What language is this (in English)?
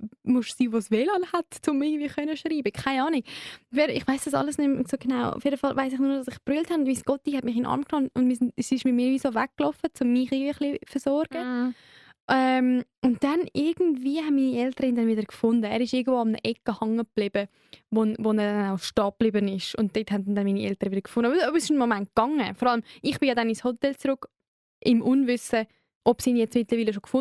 Swiss German